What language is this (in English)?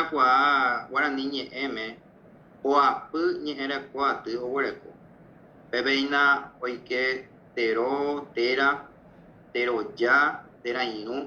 Guarani